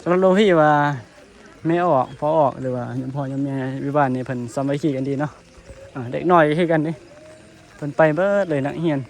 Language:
Northeastern Thai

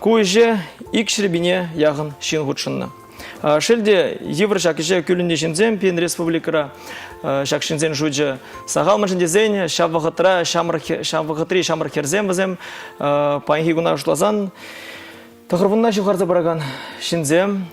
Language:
Chuvash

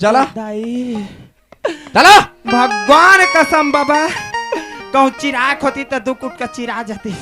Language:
Chhattisgarhi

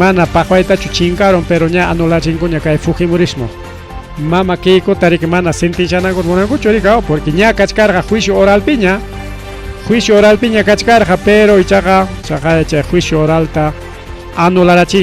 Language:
Ayacucho Quechua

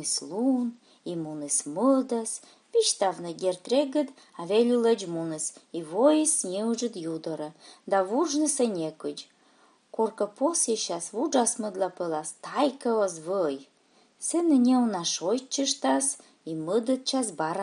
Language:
Komi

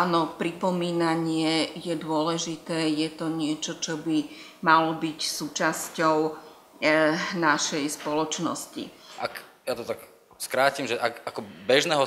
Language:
Slovak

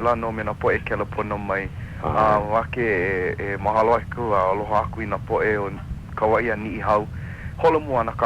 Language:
Hawaiian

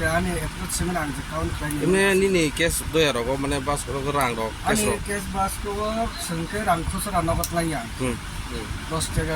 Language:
Kok Borok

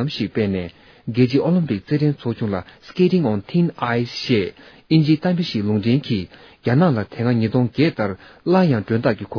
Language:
Tibetan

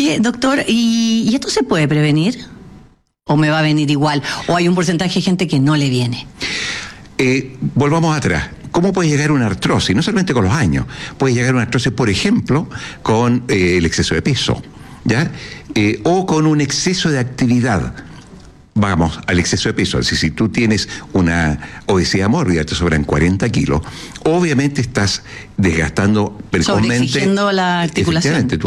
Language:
Spanish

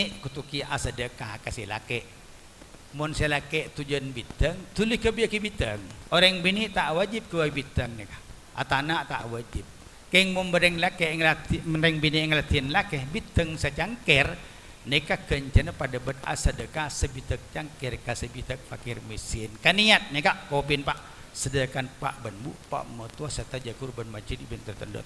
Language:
Madurese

